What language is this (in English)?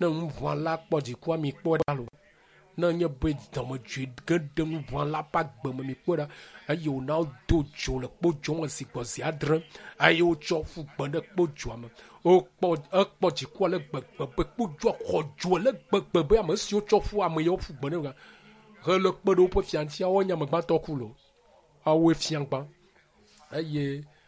Ewe